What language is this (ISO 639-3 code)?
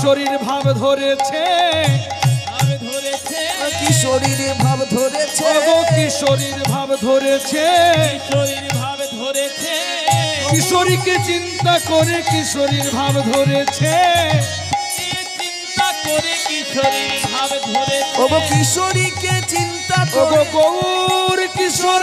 ben